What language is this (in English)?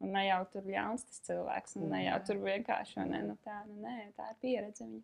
Latvian